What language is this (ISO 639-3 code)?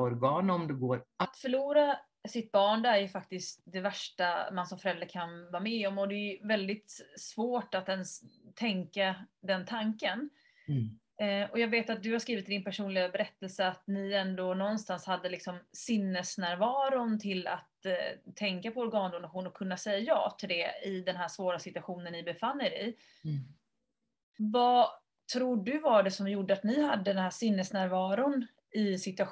swe